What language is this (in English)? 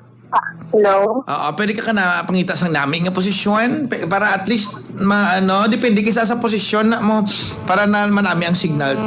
Hiligaynon